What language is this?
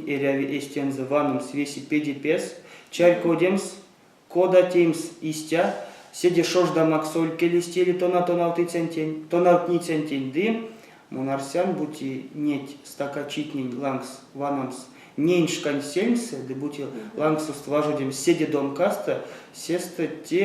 Erzya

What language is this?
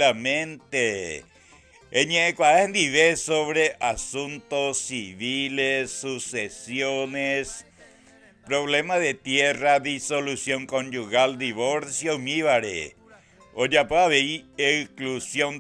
Guarani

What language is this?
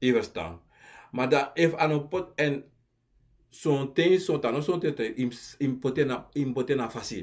Sranan Tongo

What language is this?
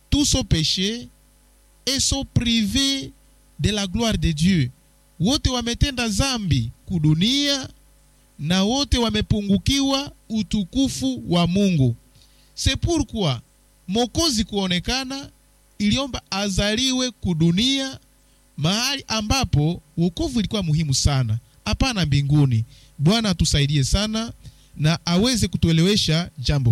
Swahili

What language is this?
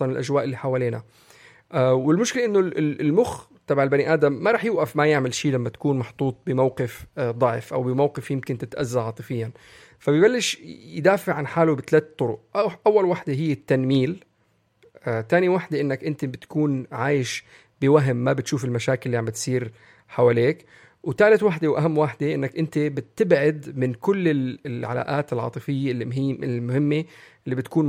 North Levantine Arabic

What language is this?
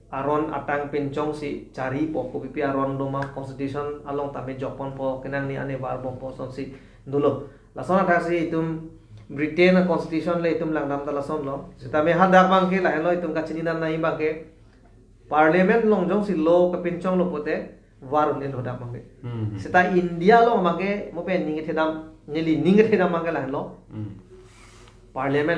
Karbi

